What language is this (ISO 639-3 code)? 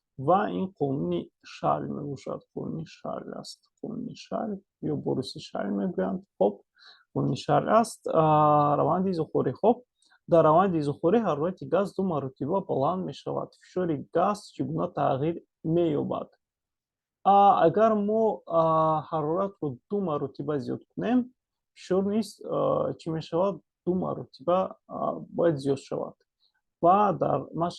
tgk